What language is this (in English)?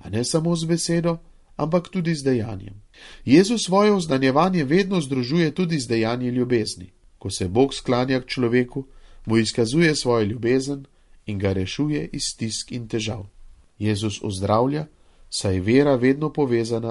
Slovenian